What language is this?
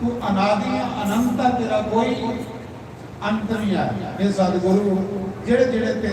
Dogri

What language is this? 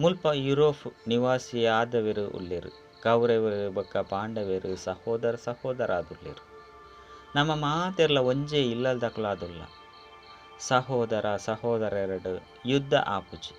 Tulu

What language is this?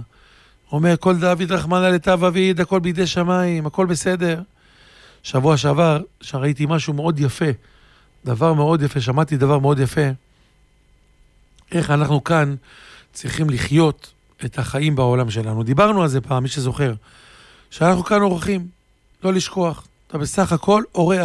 Hebrew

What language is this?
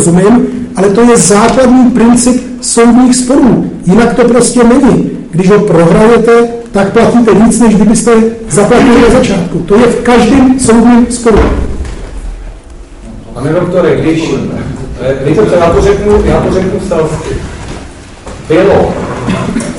Czech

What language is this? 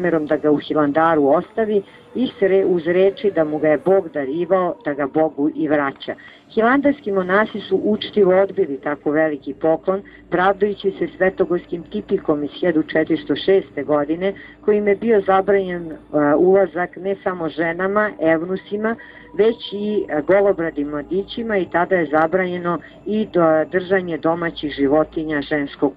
Serbian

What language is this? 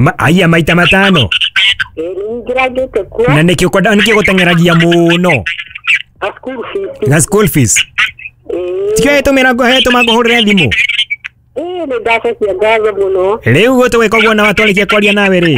Kikuyu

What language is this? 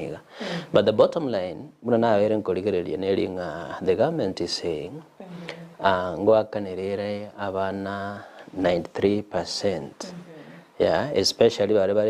Gusii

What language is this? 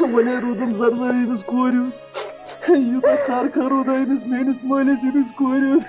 Kashmiri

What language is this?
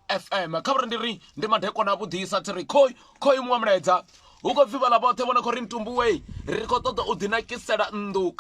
Venda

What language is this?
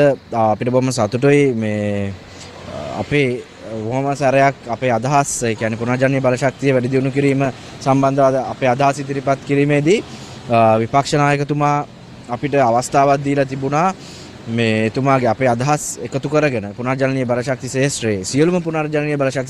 Sinhala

